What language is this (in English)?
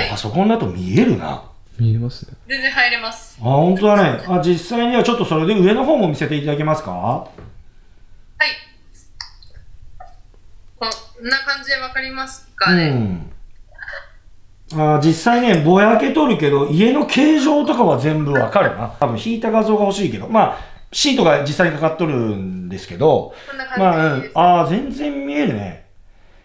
Japanese